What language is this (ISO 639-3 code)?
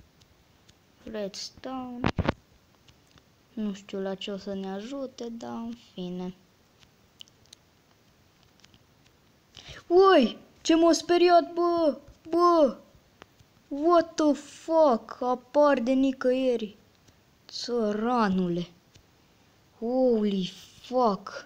ron